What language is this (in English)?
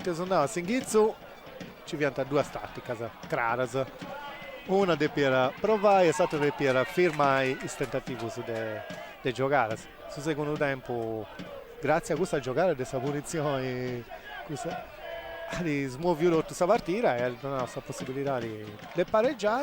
Sardinian